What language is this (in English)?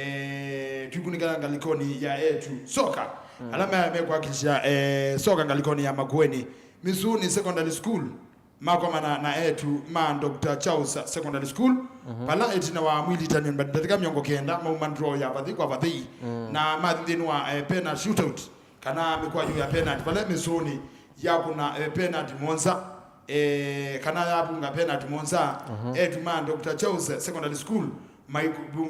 Kamba